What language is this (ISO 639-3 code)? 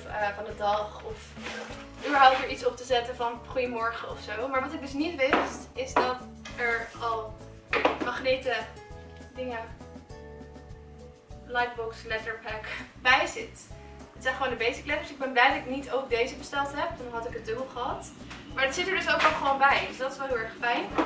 nld